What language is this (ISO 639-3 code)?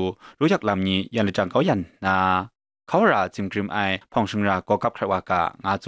kac